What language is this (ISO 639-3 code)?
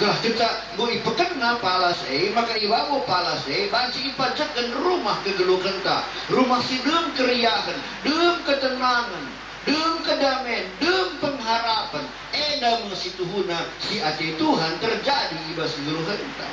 btx